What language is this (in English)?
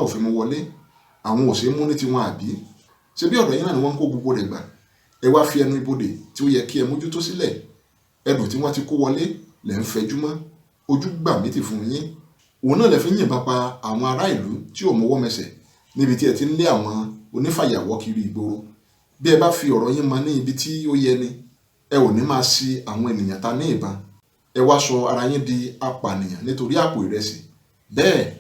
Yoruba